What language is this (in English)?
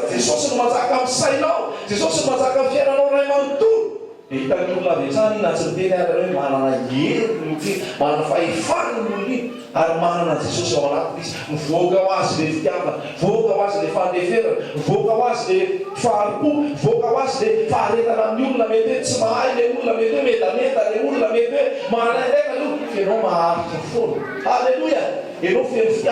Malagasy